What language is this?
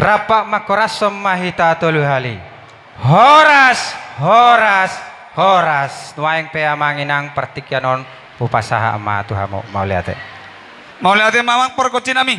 Batak Toba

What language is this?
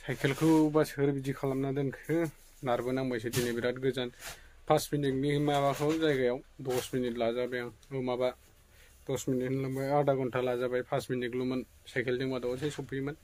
Bodo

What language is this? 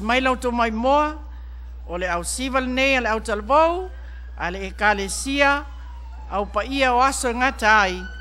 Samoan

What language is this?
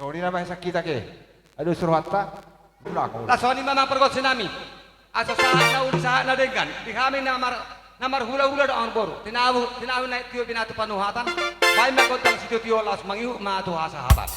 Batak Toba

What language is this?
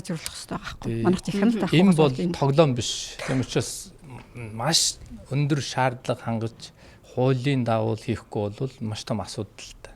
Mongolian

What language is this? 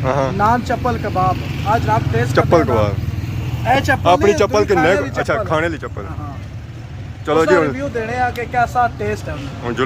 Pahari-Potwari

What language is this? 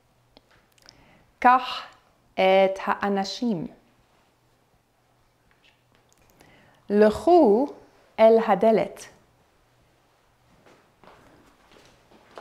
Hebrew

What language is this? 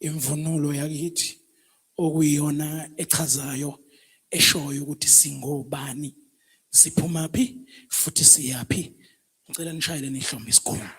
Zulu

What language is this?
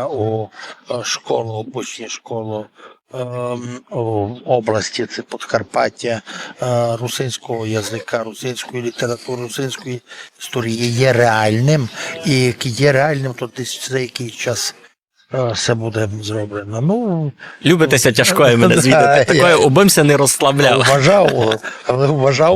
Rusyn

